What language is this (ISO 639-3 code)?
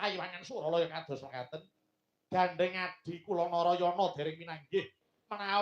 jav